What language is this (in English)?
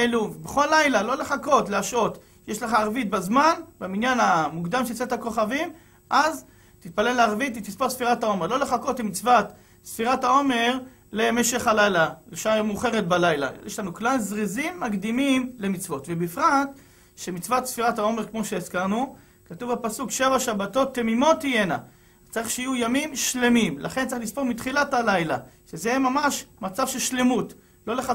Hebrew